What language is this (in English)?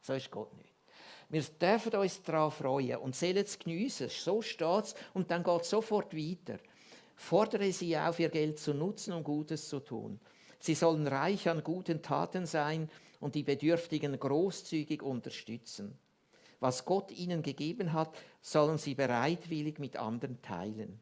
Swiss German